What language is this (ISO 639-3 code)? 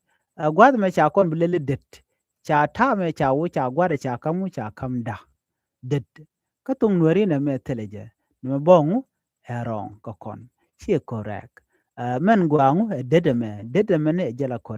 nus